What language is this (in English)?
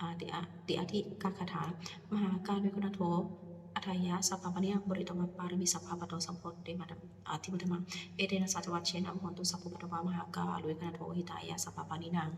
Pali